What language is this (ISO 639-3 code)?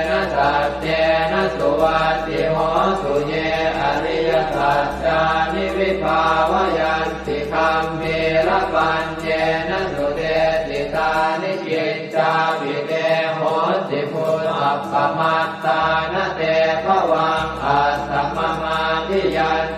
pli